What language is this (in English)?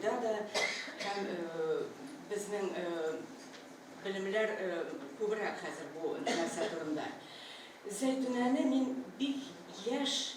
Tatar